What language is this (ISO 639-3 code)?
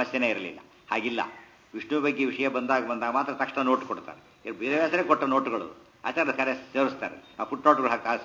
kan